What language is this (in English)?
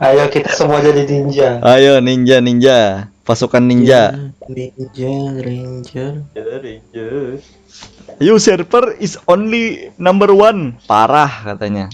Banjar